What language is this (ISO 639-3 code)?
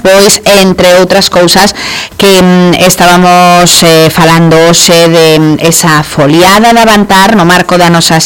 glg